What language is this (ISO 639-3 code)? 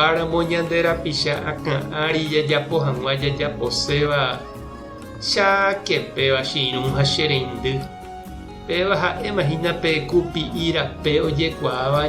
grn